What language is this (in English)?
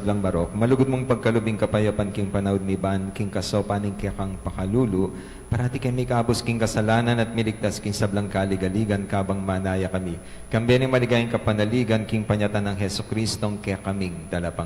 Pampanga